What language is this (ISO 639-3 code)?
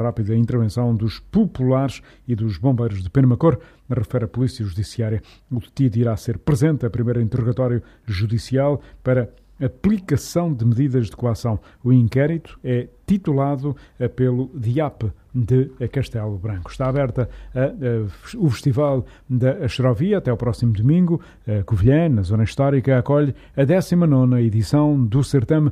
por